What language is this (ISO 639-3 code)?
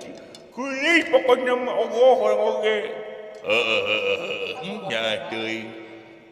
sun